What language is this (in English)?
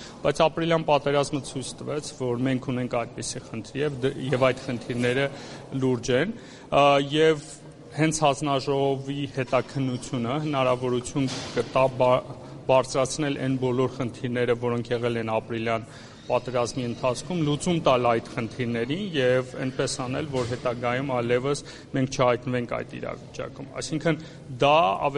Armenian